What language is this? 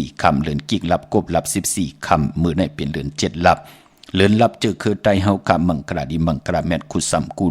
Shan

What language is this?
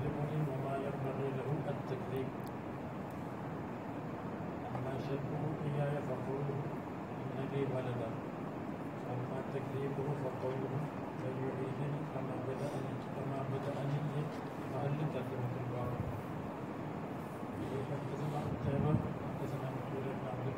Urdu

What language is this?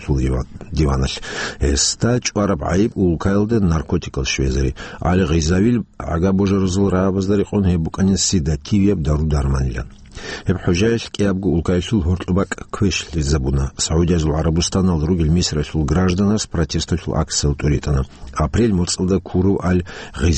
Avaric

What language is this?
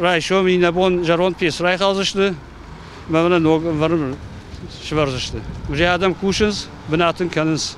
Ossetic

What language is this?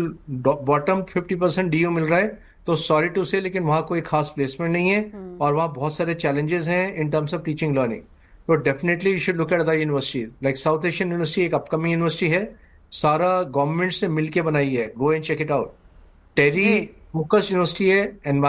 Hindi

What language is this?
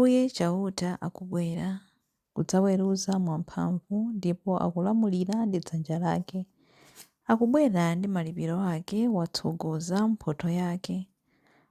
Nyanja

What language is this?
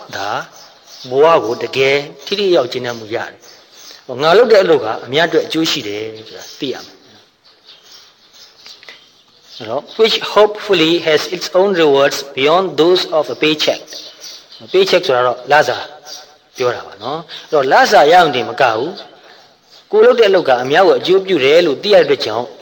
Burmese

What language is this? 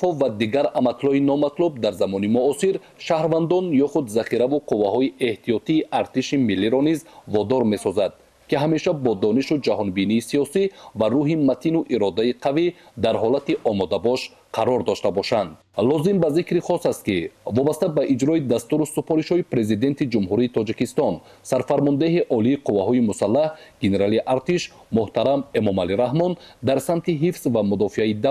Tajik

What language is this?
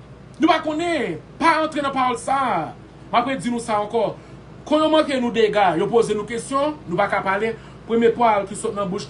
Haitian Creole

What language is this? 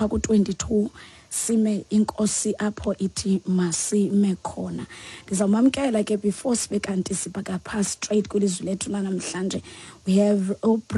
Xhosa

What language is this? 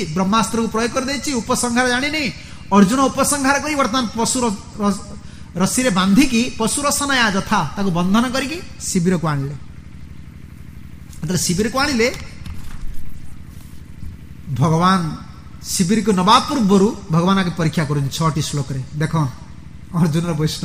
Odia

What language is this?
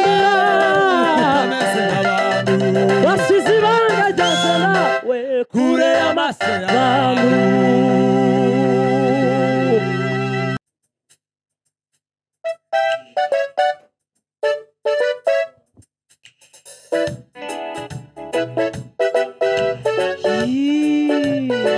Kinyarwanda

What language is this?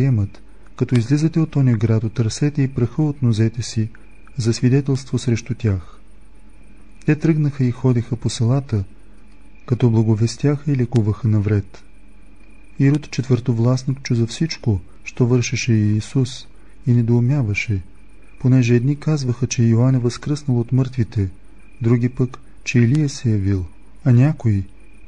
Bulgarian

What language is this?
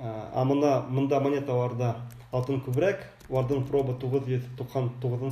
Bashkir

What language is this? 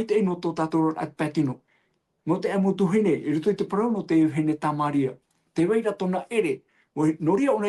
Tahitian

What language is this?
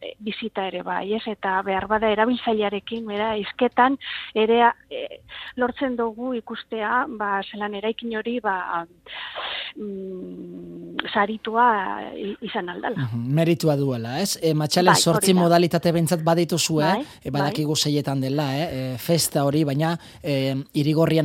Basque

